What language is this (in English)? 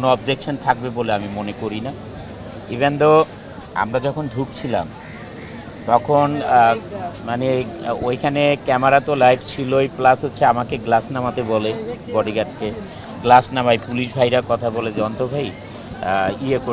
Bangla